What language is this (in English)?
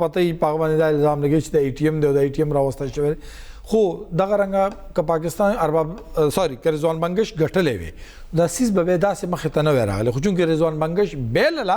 Pashto